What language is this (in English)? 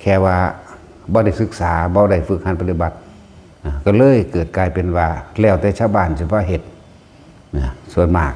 Northeastern Thai